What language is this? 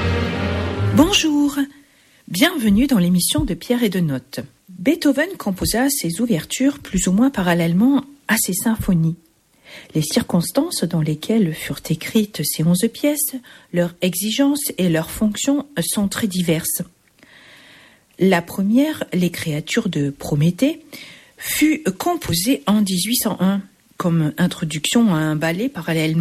French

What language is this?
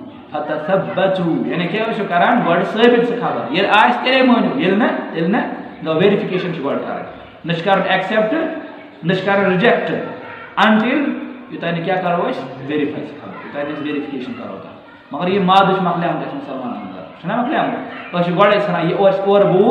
Kashmiri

